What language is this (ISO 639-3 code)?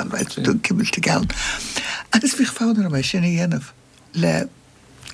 gle